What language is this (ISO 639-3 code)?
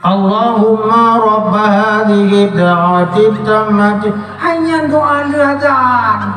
ace